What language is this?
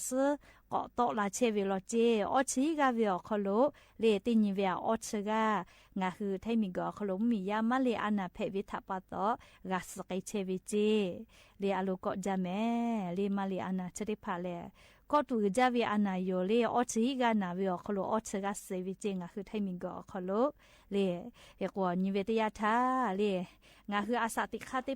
Lahu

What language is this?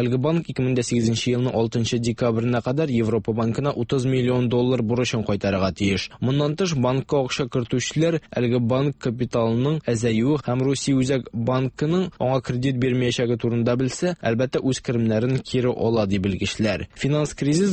Tatar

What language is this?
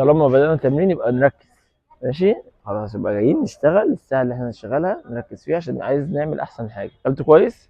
Egyptian Arabic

